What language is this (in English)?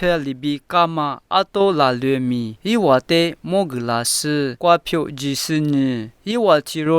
Lisu